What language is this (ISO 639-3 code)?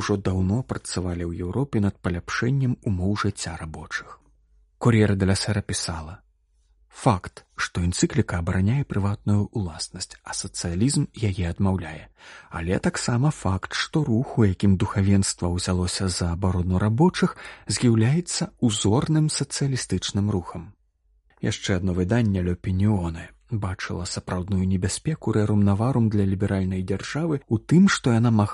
bel